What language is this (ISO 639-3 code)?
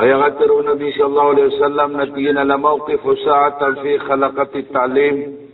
mrw